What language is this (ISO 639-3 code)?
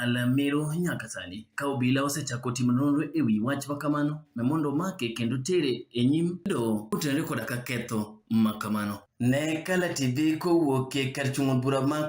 luo